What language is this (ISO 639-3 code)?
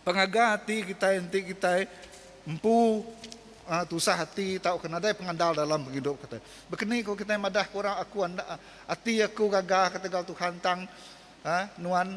iba